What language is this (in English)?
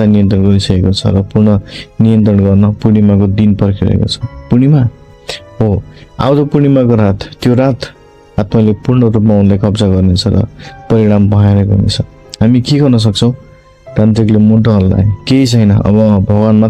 Nepali